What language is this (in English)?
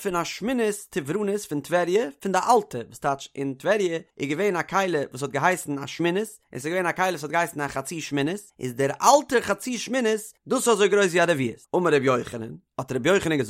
Yiddish